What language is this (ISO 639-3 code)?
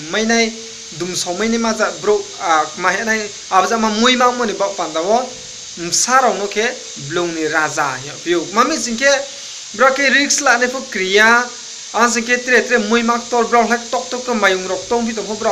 ria